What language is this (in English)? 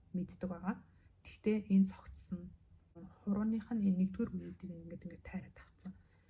Mongolian